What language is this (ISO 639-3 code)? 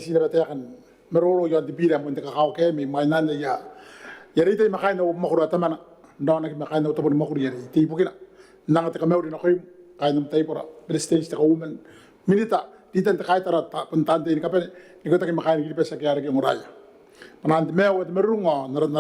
gil